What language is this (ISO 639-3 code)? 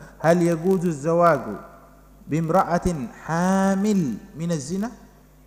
ara